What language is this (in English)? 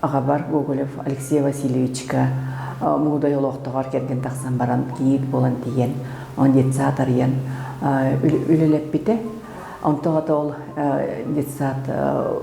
Yakut